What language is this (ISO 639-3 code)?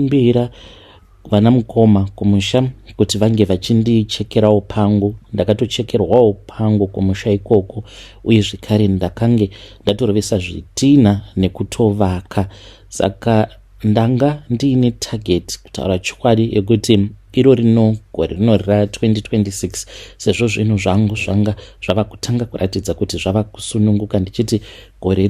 sna